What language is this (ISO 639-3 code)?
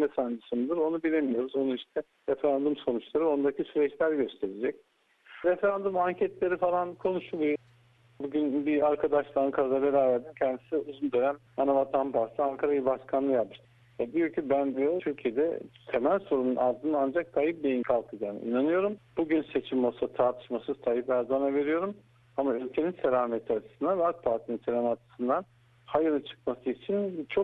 tur